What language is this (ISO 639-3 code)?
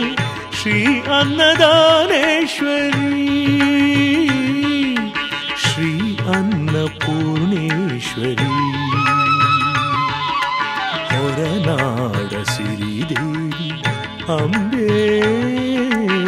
kan